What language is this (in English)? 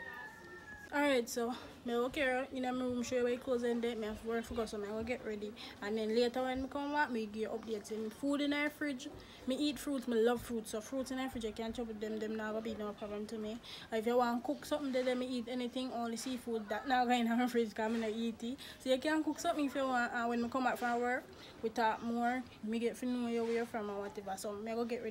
Jamaican Creole English